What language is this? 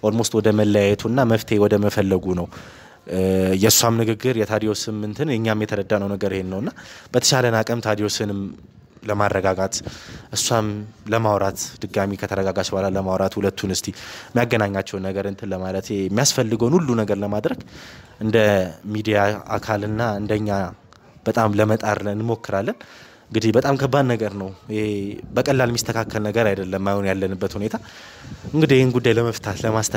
Amharic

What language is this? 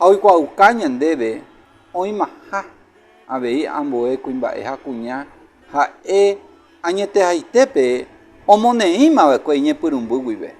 Guarani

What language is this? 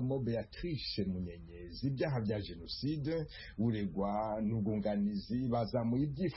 Kinyarwanda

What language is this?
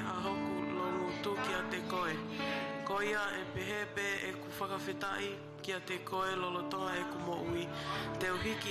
Tongan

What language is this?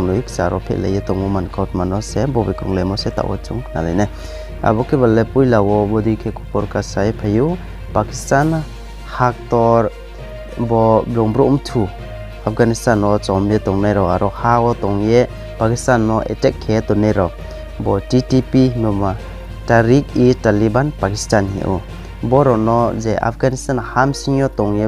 Riang (India)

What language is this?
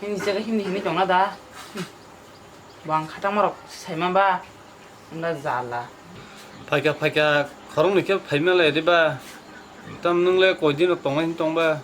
Kok Borok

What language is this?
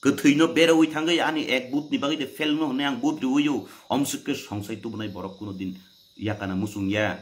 Kok Borok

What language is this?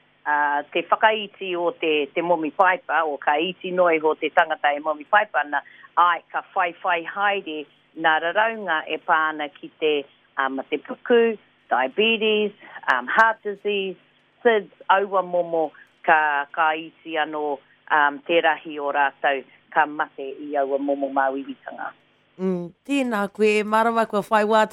Māori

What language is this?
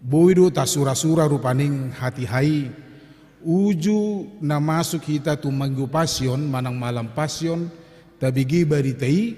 Batak Toba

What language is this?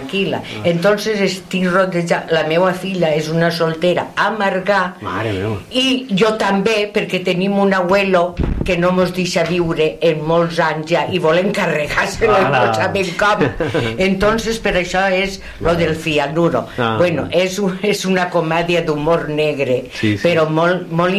Catalan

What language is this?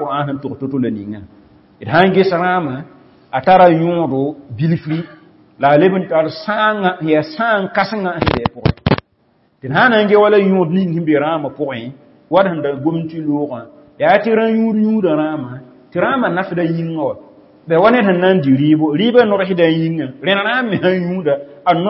Mossi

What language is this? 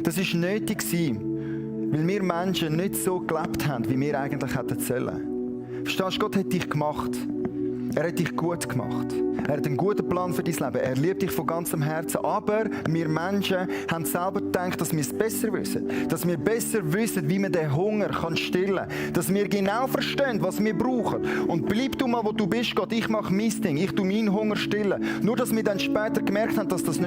Swiss German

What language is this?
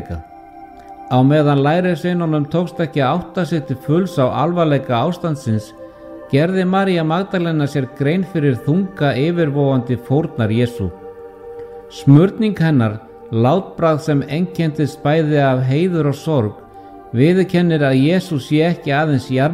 Icelandic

